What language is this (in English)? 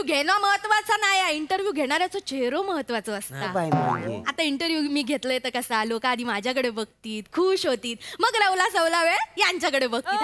Marathi